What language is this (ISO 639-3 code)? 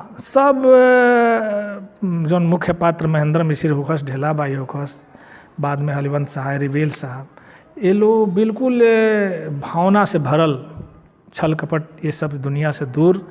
bho